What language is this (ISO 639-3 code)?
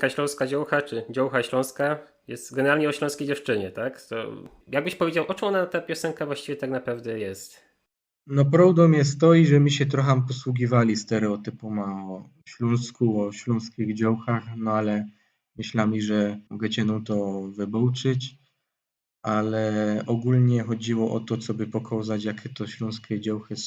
szl